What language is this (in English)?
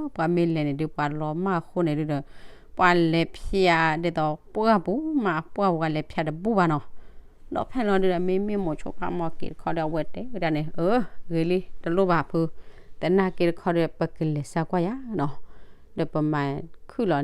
S'gaw Karen